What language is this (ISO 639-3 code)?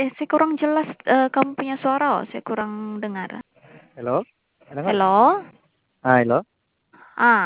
msi